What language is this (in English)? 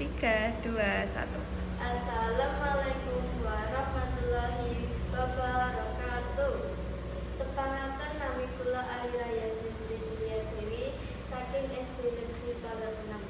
Javanese